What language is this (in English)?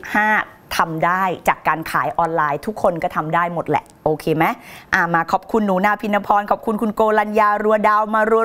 Thai